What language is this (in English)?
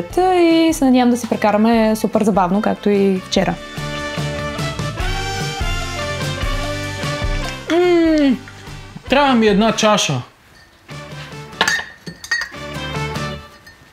Bulgarian